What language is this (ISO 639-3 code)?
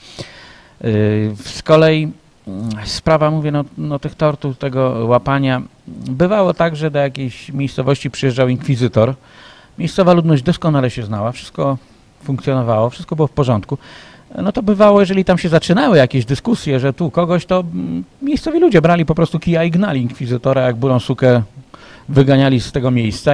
pol